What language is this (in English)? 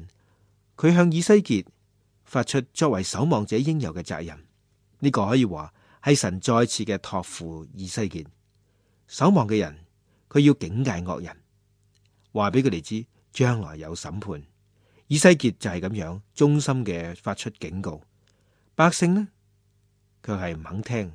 Cantonese